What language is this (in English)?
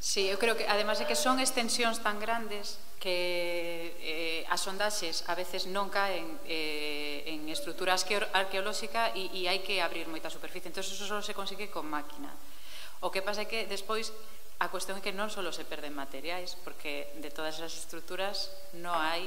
Galician